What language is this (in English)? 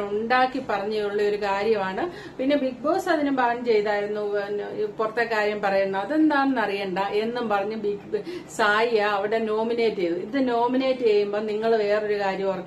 Malayalam